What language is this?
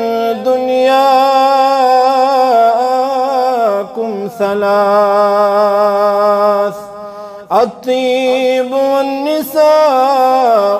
Kashmiri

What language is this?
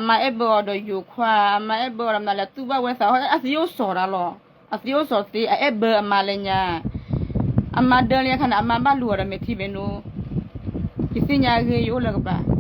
S'gaw Karen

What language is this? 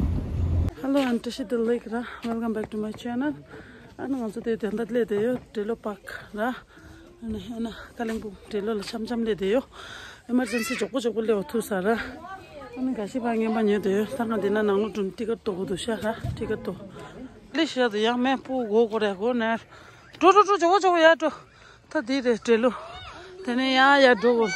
Tibetan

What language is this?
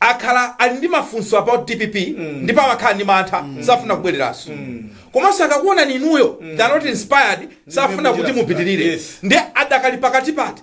Nyanja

